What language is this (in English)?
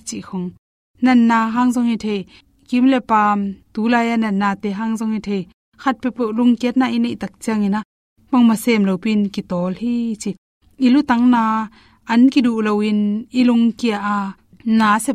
Tedim Chin